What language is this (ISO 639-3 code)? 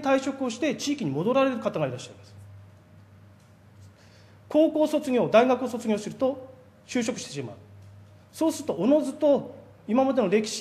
jpn